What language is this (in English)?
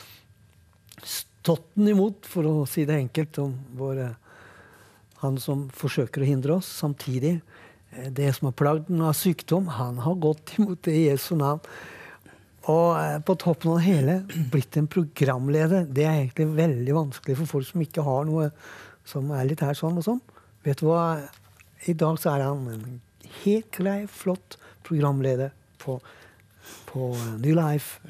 Norwegian